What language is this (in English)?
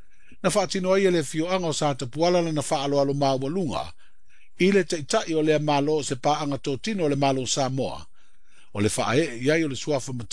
Samoan